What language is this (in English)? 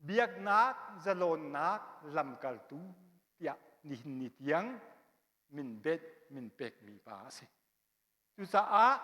Hakha Chin